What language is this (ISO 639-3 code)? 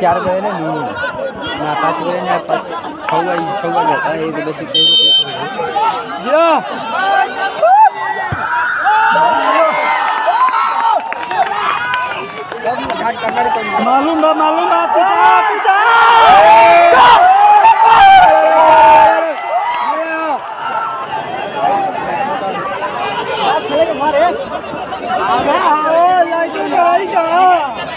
bho